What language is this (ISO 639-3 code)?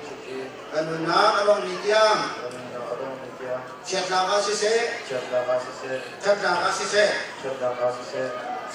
cnh